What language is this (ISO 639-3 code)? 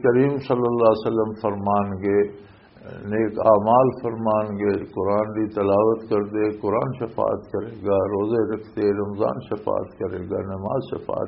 lah